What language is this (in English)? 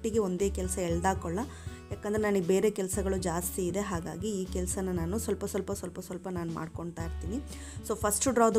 Kannada